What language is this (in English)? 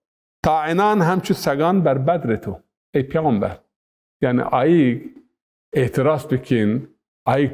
Zaza